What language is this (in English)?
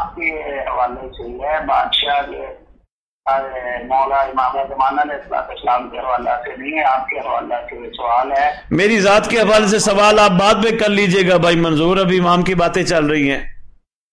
Urdu